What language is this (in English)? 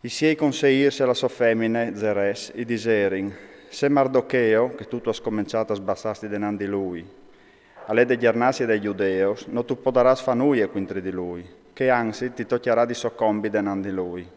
Friulian